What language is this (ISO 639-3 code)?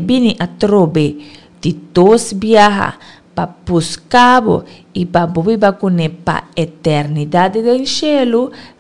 pap